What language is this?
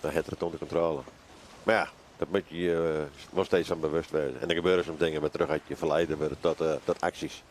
Western Frisian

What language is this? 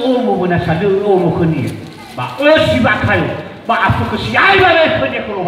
Nias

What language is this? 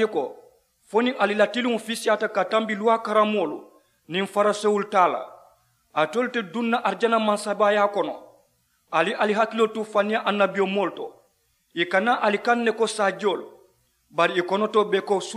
Mandingo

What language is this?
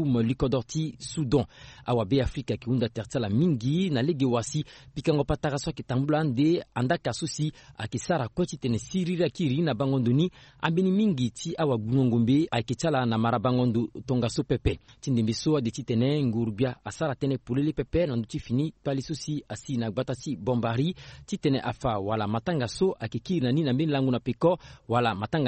Sango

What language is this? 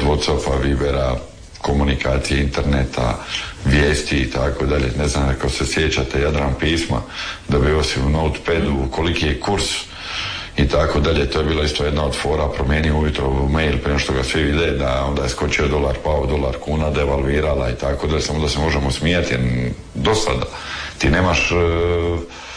Croatian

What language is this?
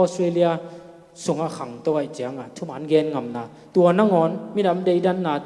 Tedim Chin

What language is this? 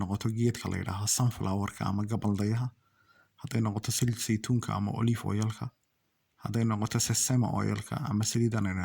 Somali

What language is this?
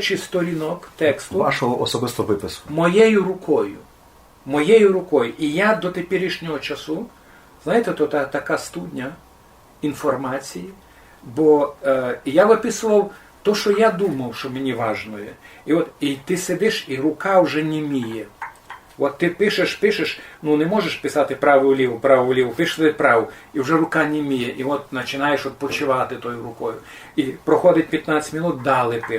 Rusyn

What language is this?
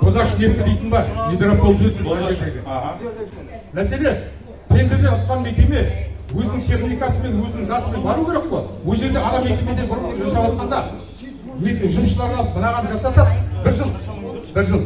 Kazakh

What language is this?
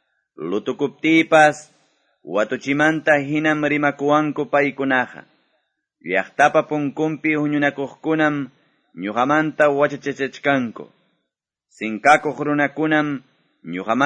Quechua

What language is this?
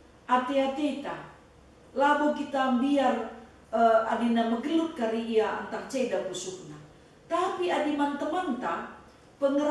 Batak Karo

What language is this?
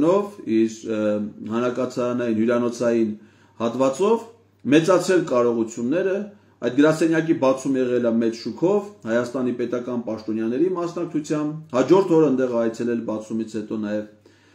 Armenian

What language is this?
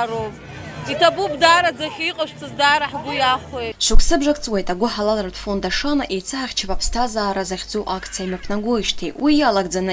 Abkhazian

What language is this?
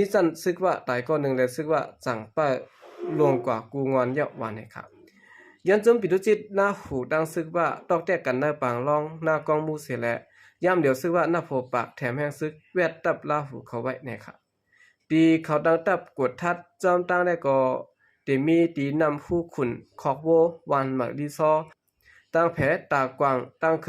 Shan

